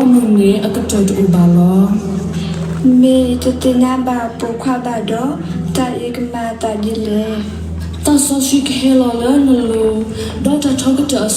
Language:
S'gaw Karen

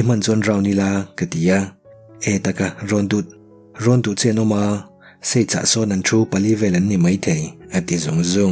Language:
Mizo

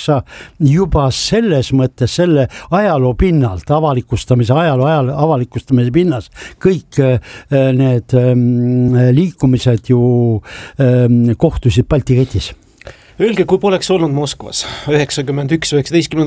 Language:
Estonian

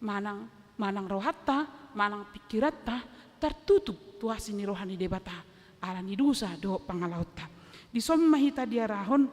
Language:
Batak Toba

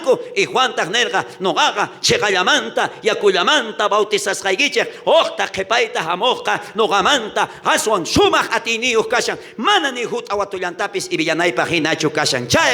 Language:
South Bolivian Quechua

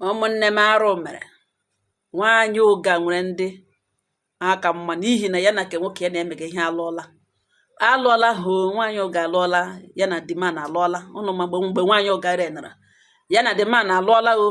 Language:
Igbo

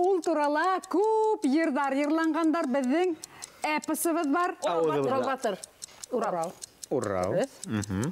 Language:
Bashkir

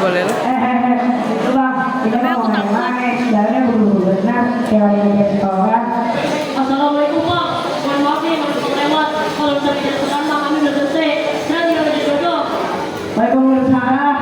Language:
Betawi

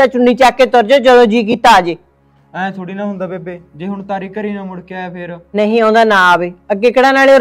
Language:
Punjabi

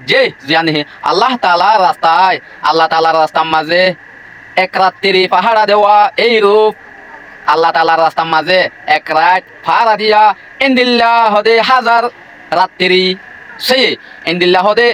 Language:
Rohingya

